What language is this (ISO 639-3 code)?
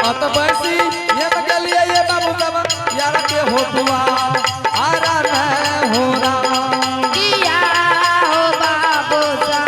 anp